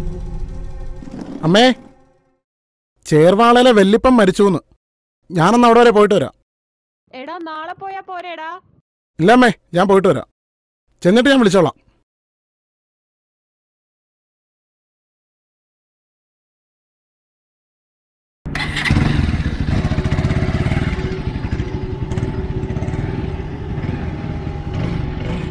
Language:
Malayalam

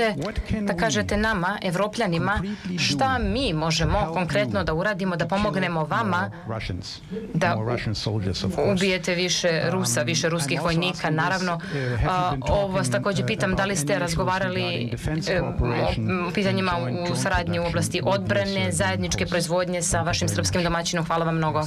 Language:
Serbian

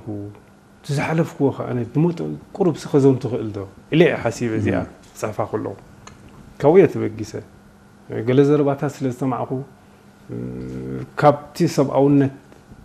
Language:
Tigrinya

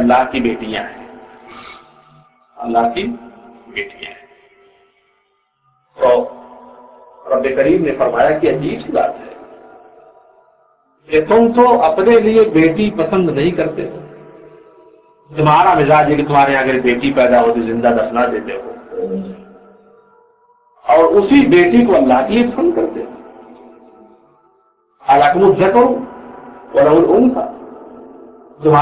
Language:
Urdu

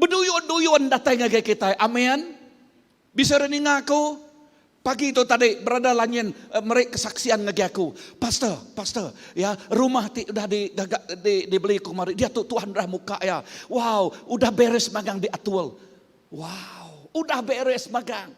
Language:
Iban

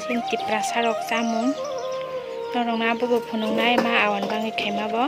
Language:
Kok Borok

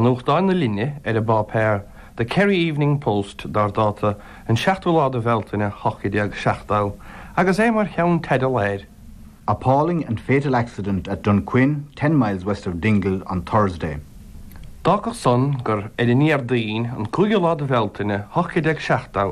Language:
Irish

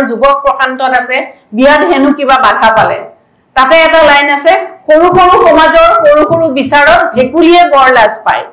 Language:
Assamese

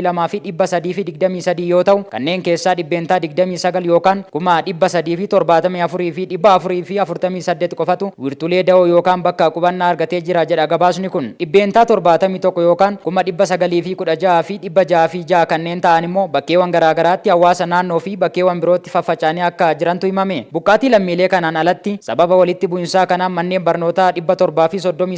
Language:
Oromo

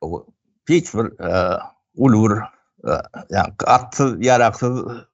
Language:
Turkmen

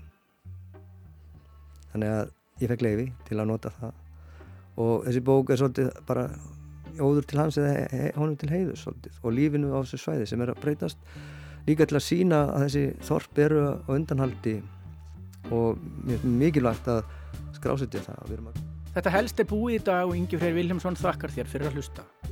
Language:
Icelandic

